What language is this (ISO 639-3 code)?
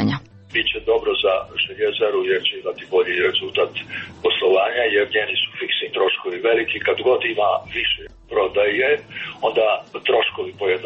srp